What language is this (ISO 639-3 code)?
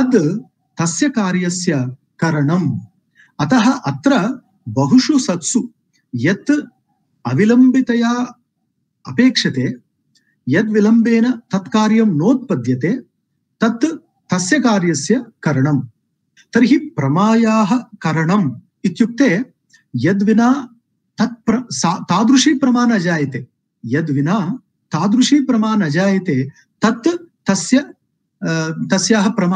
san